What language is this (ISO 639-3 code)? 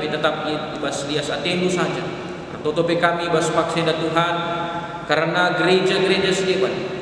btx